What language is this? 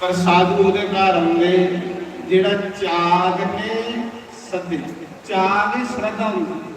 Dogri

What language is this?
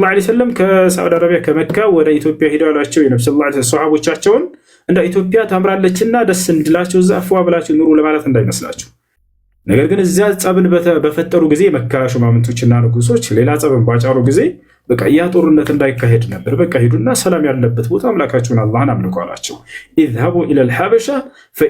Amharic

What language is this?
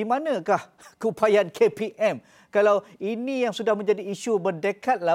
Malay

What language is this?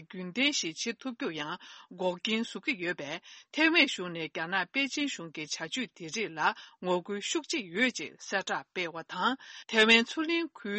Tibetan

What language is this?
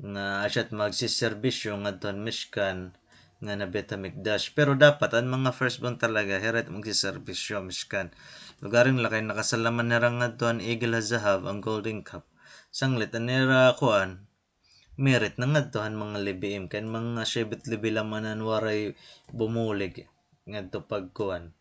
Waray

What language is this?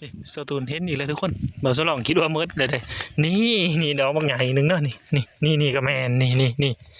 Northeastern Thai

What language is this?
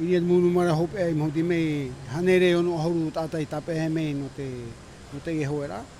Tahitian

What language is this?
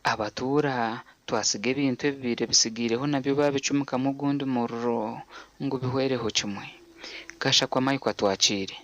Nyankole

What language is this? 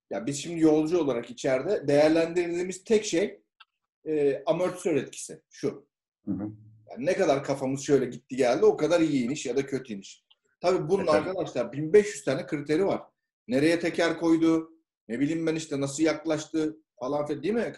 Turkish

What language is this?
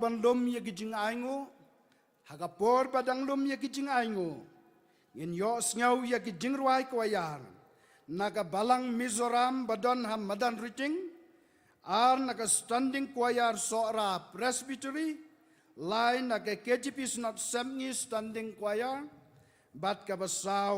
Khasi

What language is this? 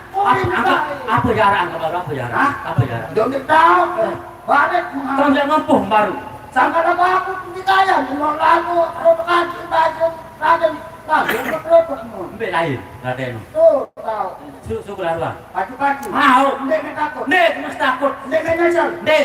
Sasak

